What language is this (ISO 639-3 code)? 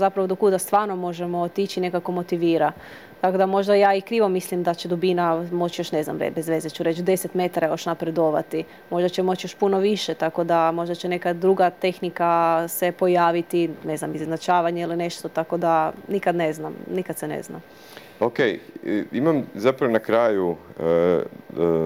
hrv